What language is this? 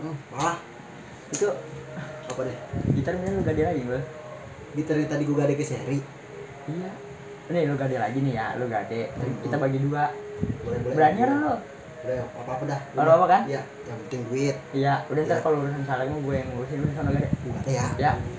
Betawi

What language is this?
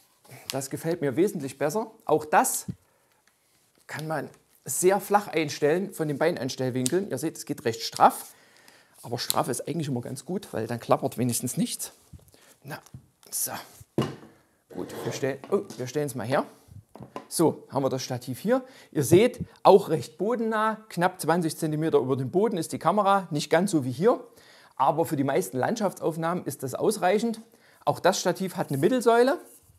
German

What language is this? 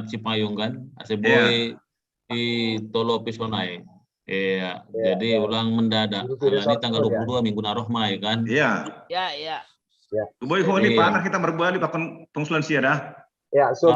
Batak Simalungun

